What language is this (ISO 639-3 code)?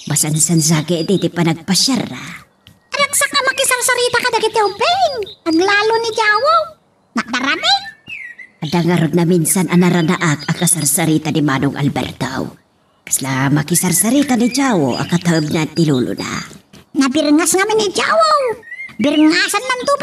ilo